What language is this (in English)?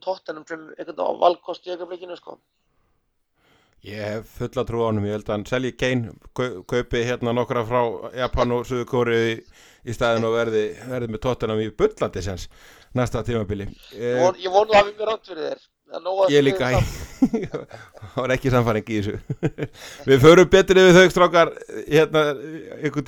Icelandic